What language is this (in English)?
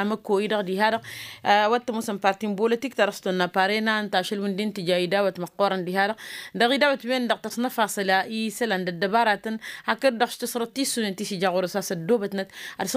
Tamasheq